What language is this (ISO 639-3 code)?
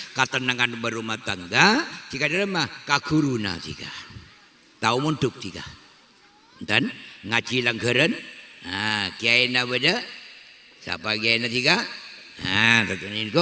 mad